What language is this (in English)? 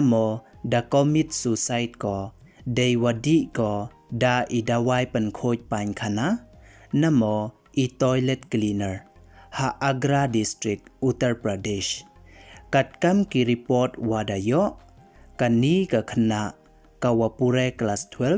Pnar